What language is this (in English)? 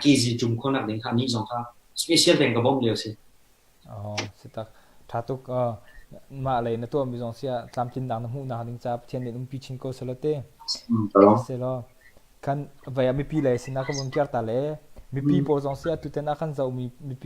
Hakha Chin